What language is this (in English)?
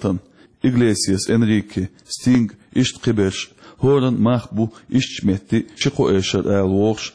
Chechen